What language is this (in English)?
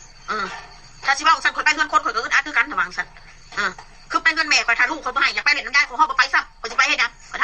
Lao